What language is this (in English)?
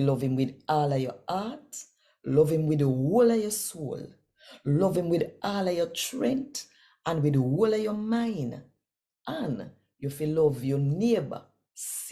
Jamaican Creole English